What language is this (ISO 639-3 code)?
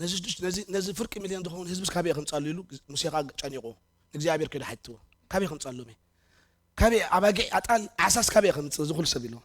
tir